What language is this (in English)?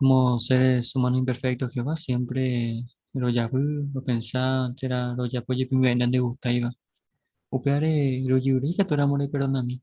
Guarani